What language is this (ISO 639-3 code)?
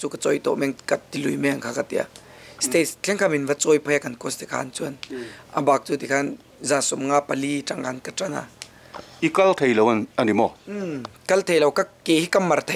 lus